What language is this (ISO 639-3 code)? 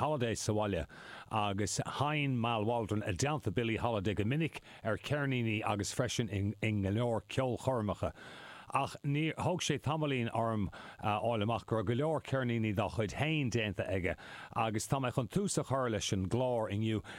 gle